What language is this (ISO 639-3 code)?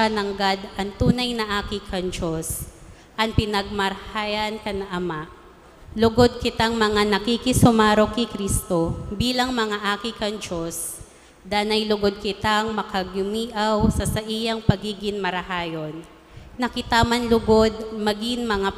bik